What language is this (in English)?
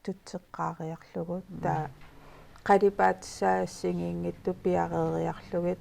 Kalaallisut